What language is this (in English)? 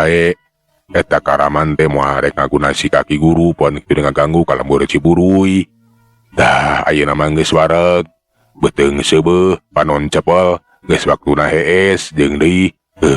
Sundanese